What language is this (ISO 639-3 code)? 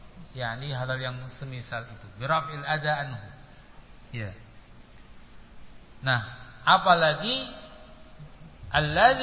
ind